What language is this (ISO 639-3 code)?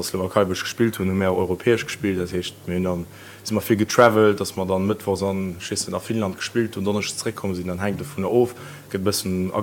ltz